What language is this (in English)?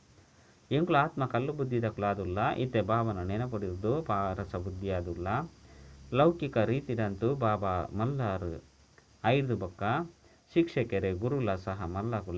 Tulu